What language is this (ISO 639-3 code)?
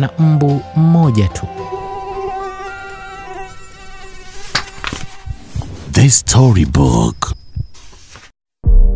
swa